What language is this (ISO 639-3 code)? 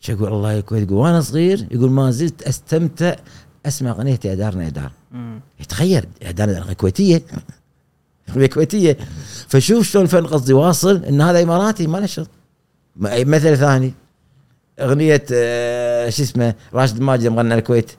afb